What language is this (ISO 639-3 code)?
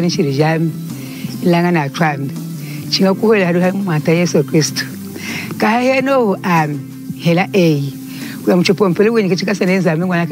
lun